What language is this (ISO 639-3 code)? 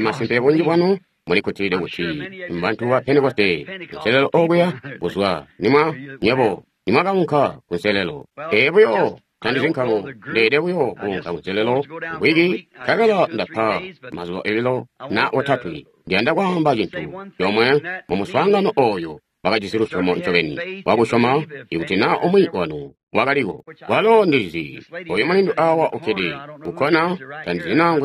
toi